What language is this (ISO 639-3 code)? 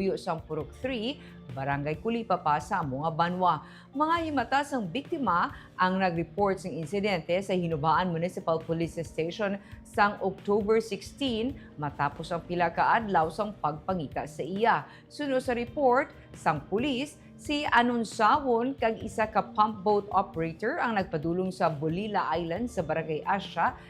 hil